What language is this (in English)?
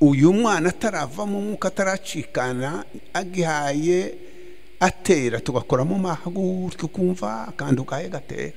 Kinyarwanda